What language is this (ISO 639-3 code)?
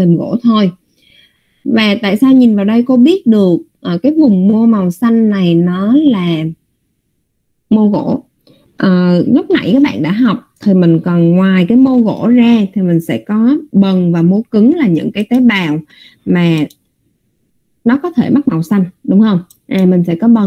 vie